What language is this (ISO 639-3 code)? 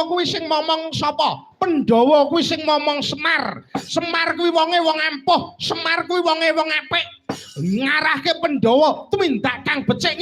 jav